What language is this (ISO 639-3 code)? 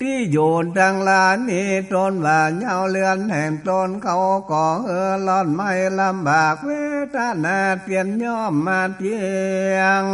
nod